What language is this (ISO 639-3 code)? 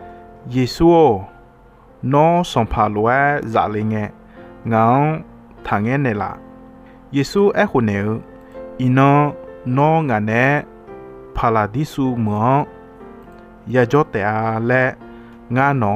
ahk